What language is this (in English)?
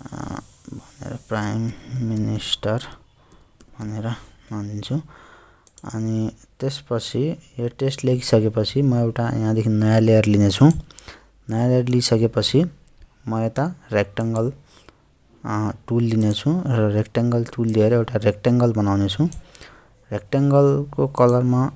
Nepali